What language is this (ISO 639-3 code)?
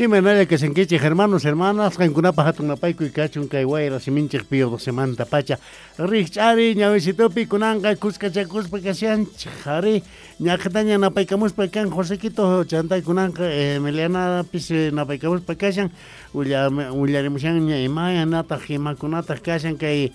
quh